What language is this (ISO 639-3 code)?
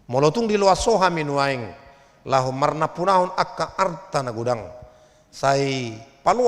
bbc